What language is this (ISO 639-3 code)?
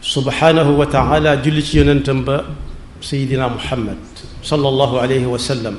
wol